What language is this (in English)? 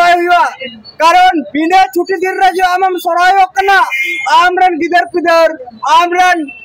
Santali